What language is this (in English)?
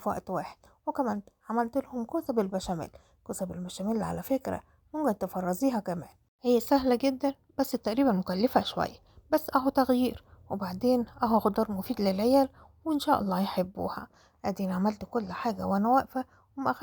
Egyptian Arabic